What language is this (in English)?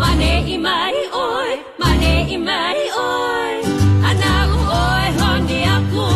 Hawaiian